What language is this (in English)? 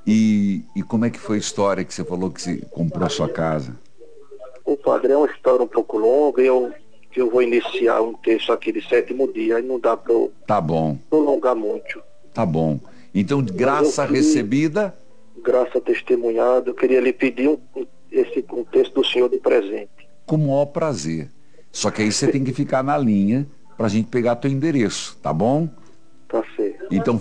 Portuguese